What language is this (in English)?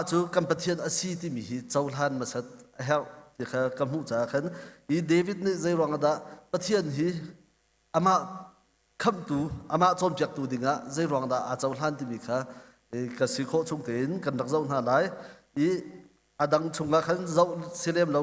Hakha Chin